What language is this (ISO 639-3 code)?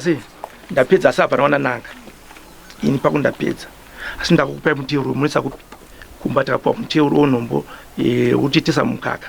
sna